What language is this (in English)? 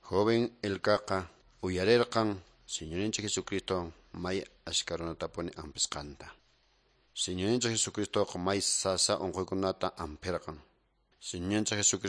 Quechua